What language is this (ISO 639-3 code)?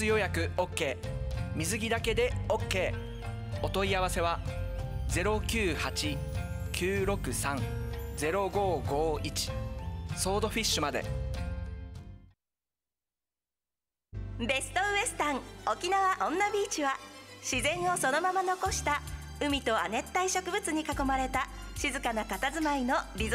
jpn